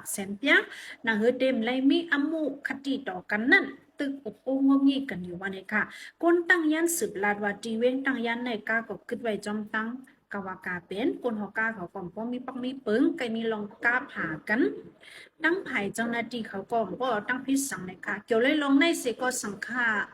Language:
Shan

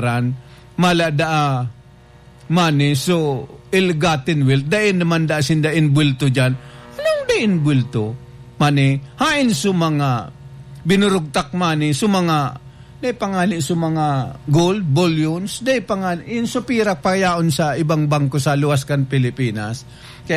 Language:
Bikol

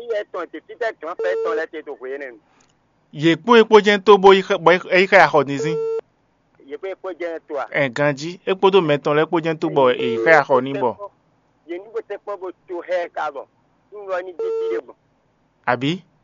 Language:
Fon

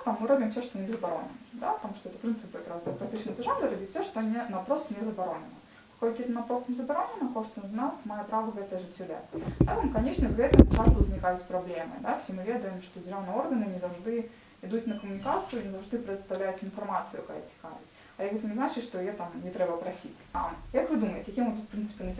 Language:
Belarusian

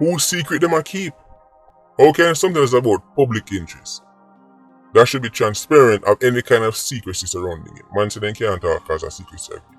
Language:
Jamaican Creole English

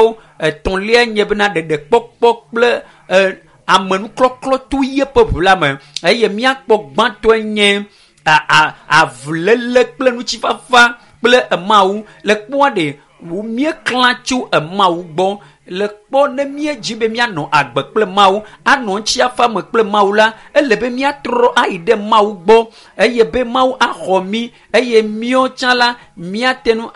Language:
Ewe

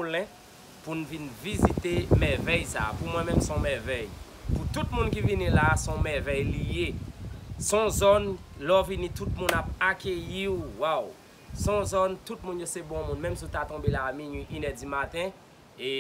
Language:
Haitian Creole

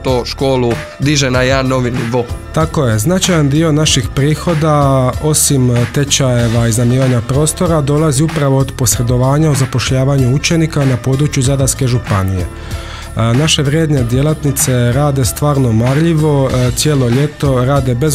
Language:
Croatian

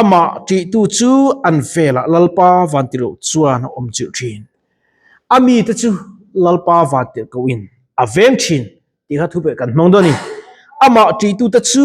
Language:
Mizo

